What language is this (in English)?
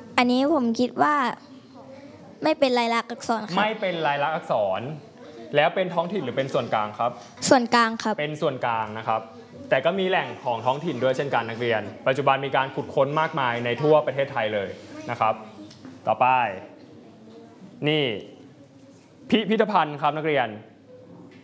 Thai